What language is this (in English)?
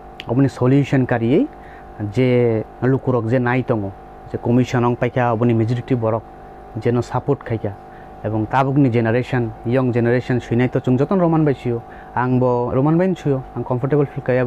Kok Borok